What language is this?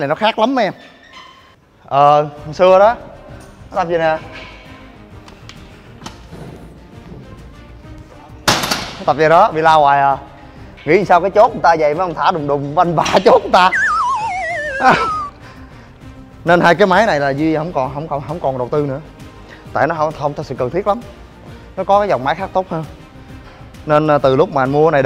Vietnamese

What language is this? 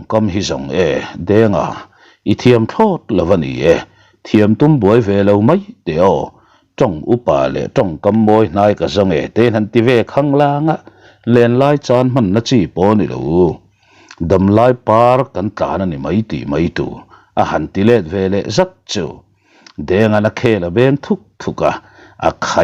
Mizo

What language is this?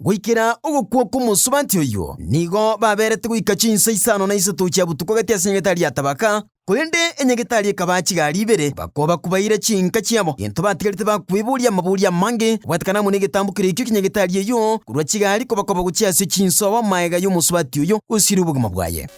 Gusii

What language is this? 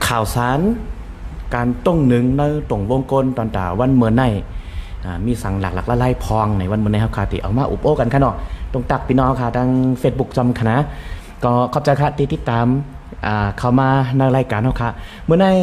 Shan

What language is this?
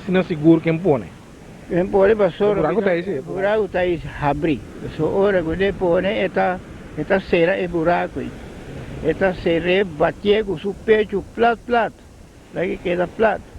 Papiamento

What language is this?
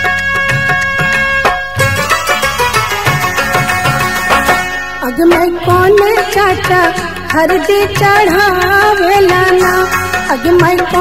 Bhojpuri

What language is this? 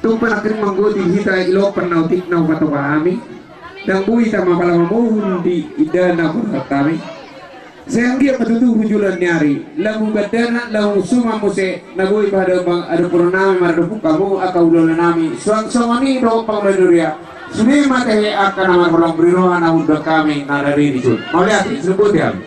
Batak Toba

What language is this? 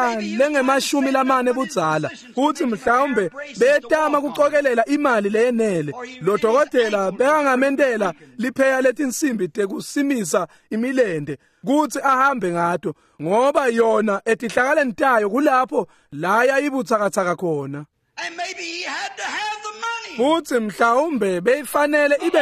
Swati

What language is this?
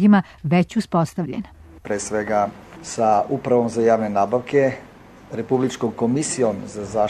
Serbian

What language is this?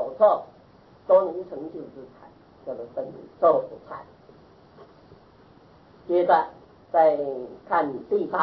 Chinese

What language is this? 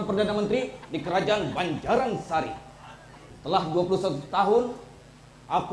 Banjar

